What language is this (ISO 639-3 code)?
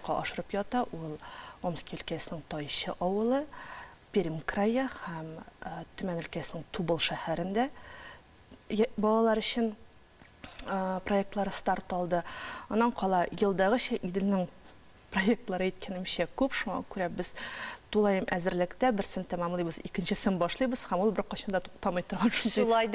tat